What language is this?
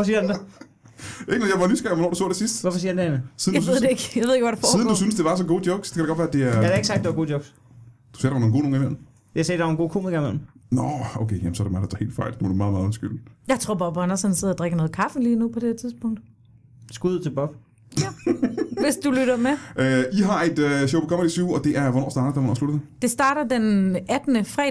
Danish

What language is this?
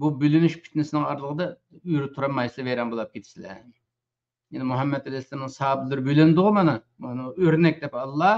Uyghur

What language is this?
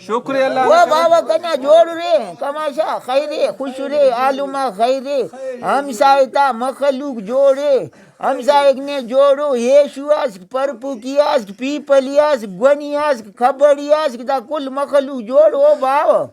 Brahui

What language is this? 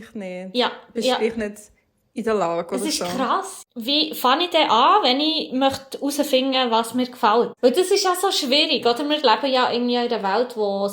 Swiss German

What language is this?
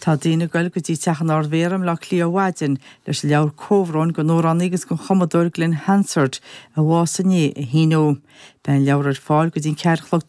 Irish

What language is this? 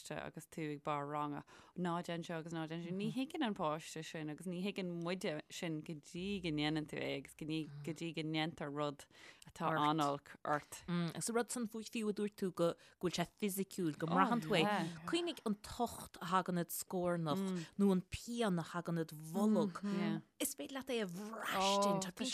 Irish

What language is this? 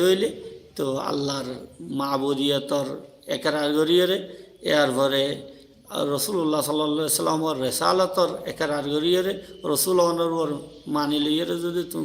Rohingya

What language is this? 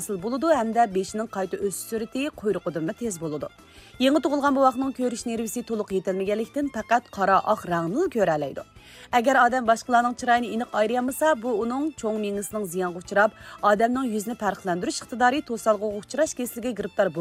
Uyghur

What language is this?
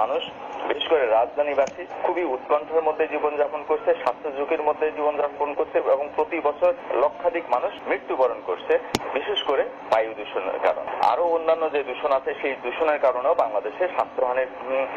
Bangla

